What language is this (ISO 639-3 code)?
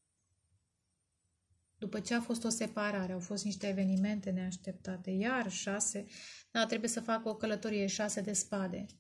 ron